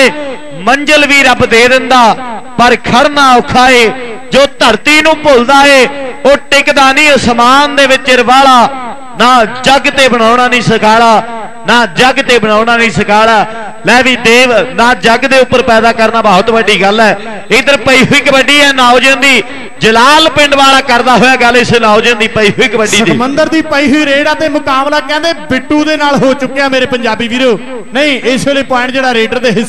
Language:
Punjabi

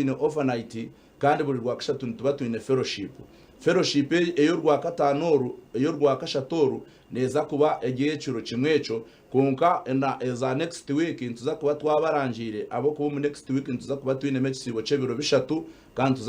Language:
Nyankole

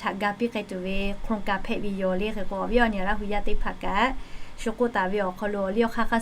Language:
Lahu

